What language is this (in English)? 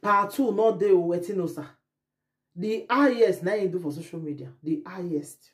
Nigerian Pidgin